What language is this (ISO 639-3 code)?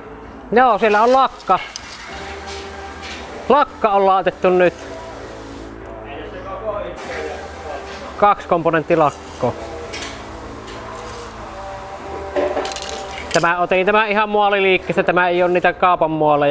fin